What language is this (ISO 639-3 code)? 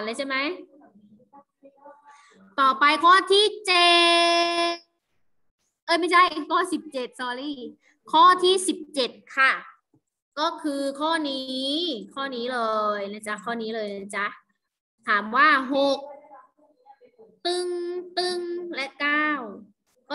tha